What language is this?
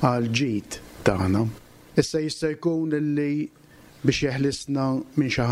Maltese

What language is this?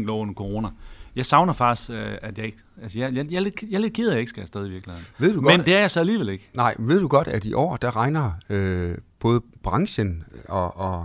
Danish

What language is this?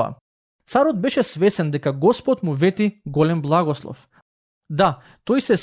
Macedonian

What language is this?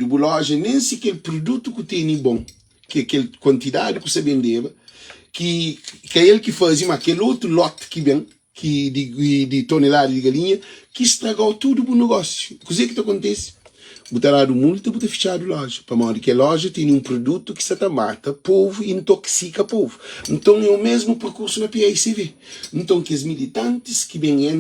Kabuverdianu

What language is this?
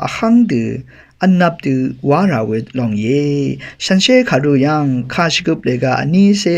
Rawang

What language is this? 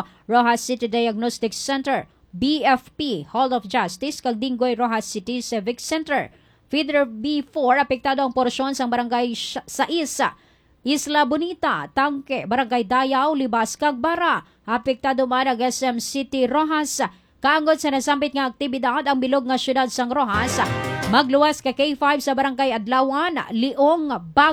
Hiligaynon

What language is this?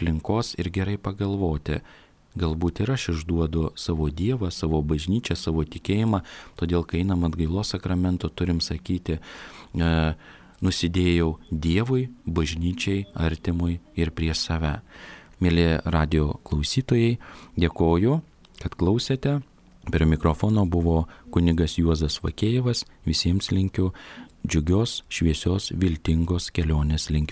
Lithuanian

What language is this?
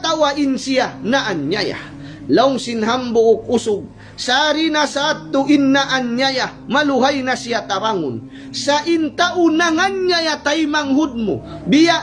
Tausug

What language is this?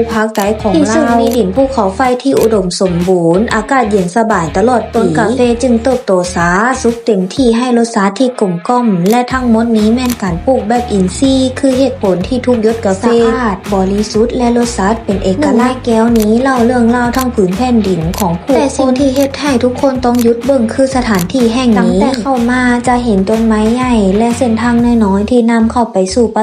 Lao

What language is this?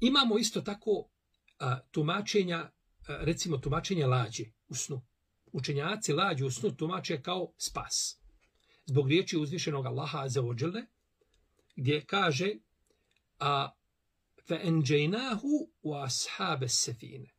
Bosnian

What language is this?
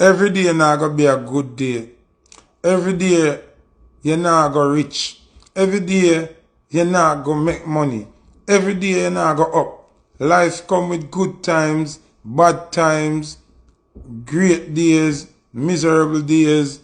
Jamaican Creole English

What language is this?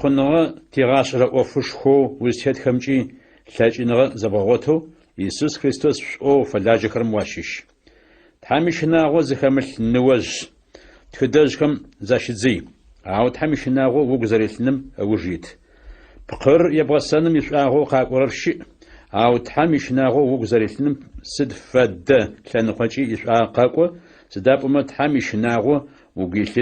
Adyghe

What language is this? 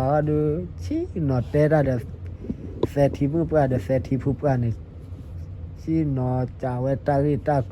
S'gaw Karen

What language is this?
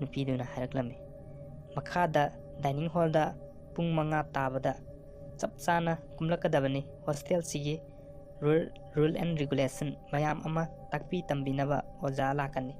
Manipuri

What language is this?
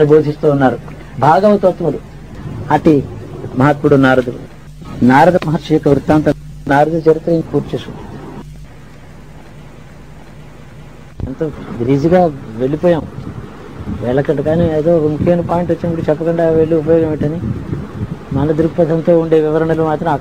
Telugu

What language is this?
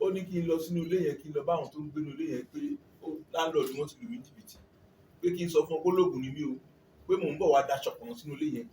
Yoruba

